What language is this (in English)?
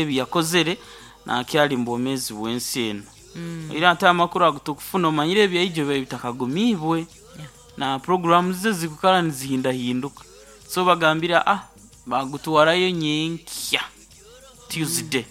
Nyoro